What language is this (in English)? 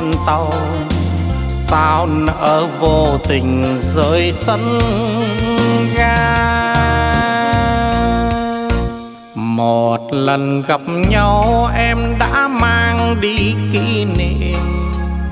Vietnamese